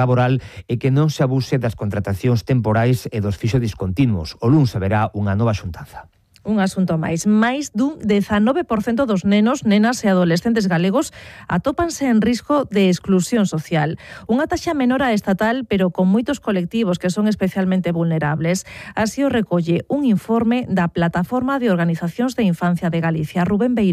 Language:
Galician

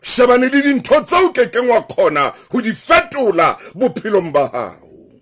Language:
Southern Sotho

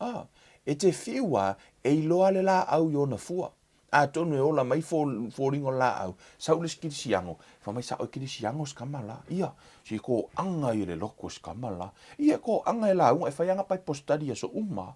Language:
Samoan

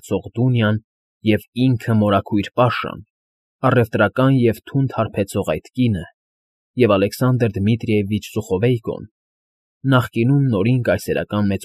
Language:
Armenian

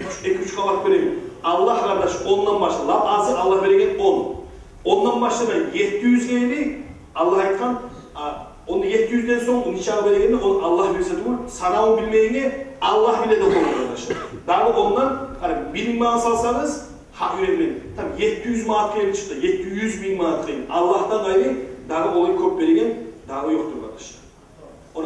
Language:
Kumyk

